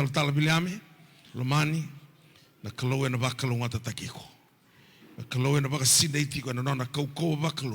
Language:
Fijian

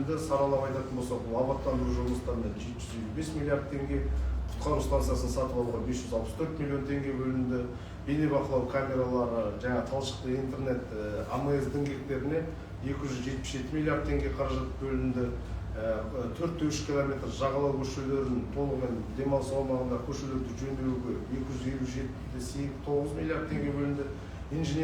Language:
Kazakh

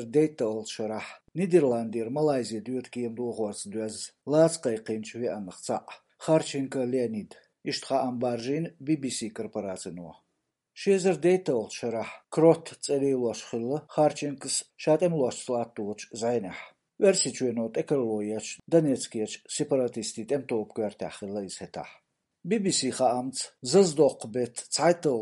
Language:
Chechen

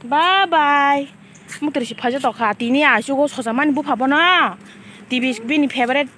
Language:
Kok Borok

